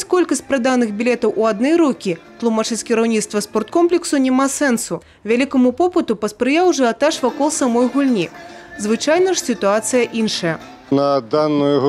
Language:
Belarusian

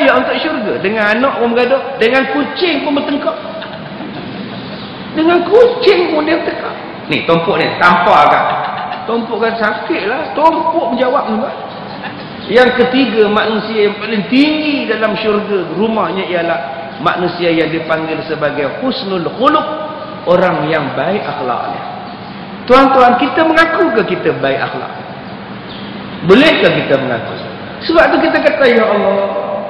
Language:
Malay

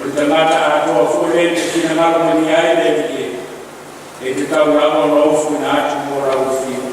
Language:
Samoan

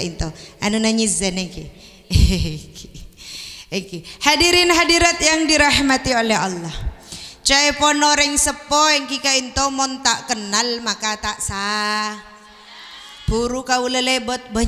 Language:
Madurese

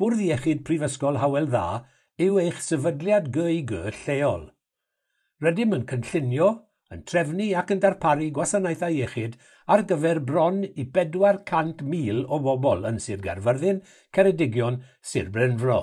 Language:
Welsh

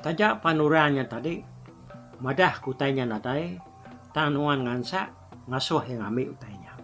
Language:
Iban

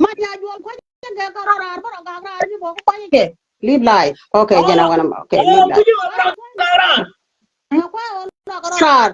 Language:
Nuer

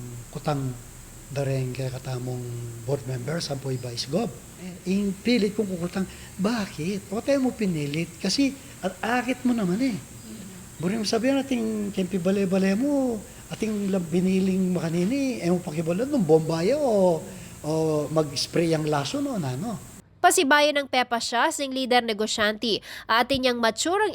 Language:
Pampanga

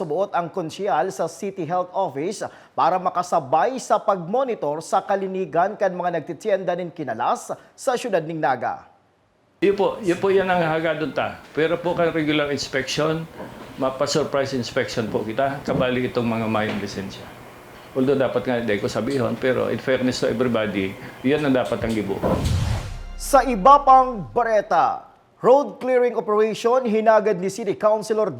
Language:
Bikol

